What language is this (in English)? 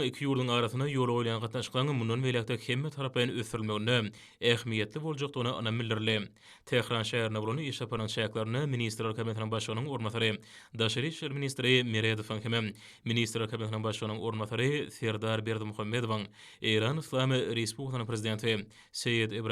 Turkmen